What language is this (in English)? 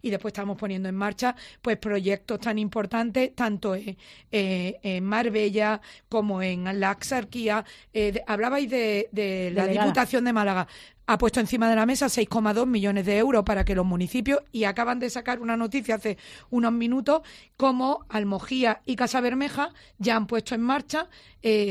Spanish